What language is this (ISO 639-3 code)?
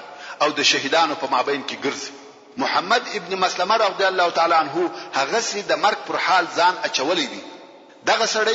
pus